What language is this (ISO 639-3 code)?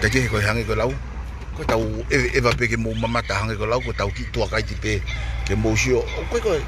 ton